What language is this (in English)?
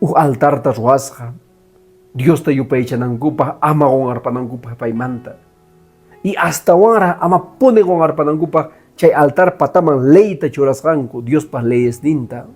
Quechua